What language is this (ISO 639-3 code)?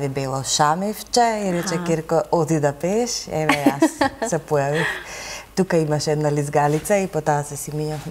mkd